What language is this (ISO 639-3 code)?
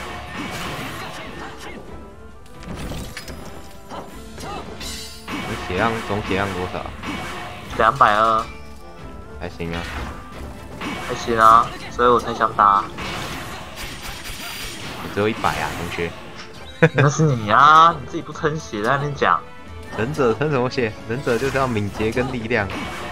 zho